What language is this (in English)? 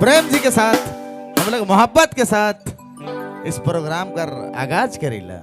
Sadri